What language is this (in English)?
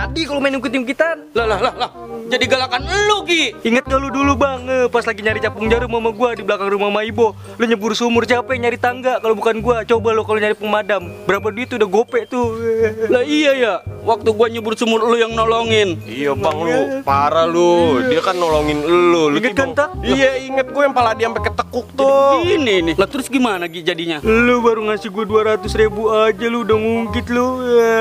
Betawi